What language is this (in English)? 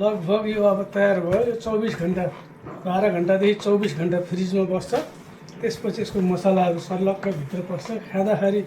Nepali